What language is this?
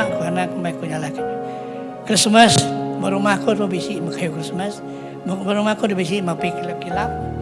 Iban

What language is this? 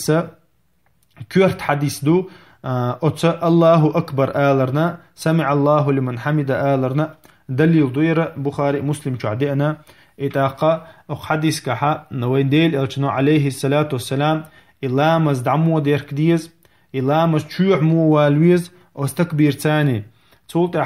Chechen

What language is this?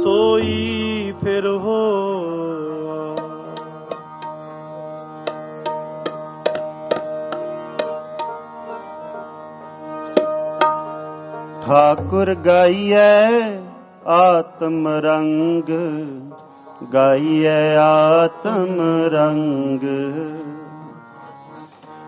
Punjabi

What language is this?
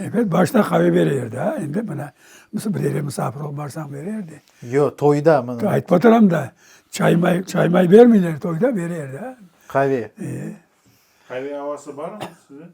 Crimean Tatar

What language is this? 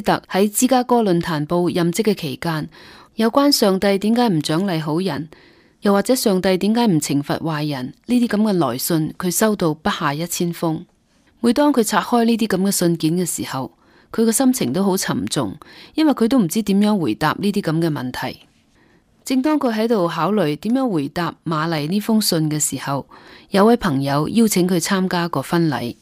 Cantonese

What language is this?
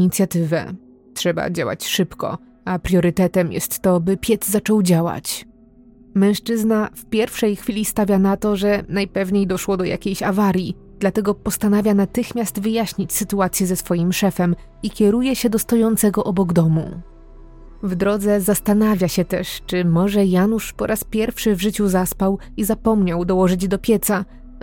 Polish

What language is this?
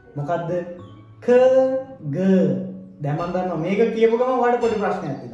Sinhala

